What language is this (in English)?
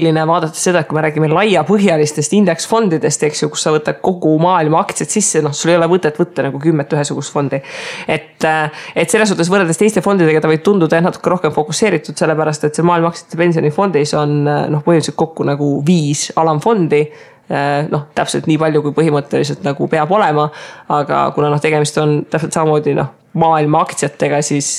Estonian